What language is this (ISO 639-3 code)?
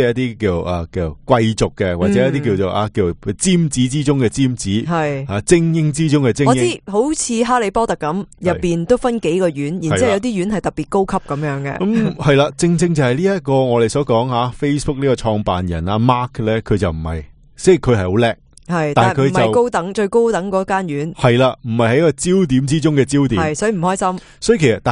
yue